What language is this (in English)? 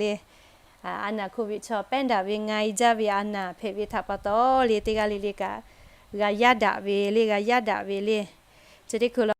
Lahu